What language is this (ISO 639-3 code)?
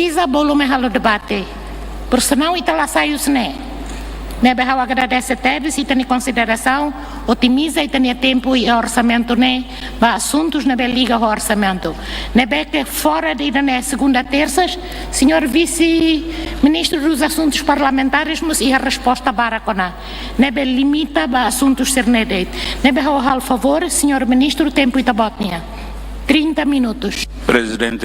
tet